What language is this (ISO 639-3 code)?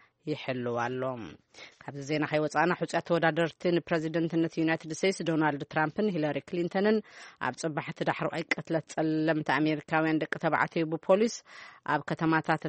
tir